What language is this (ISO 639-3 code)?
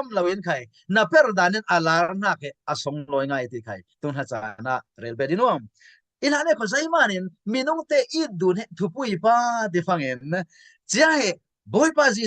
cfm